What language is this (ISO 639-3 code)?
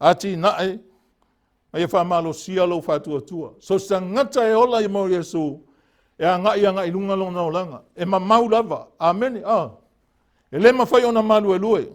smo